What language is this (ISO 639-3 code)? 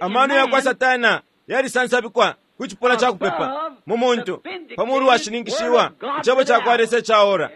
bem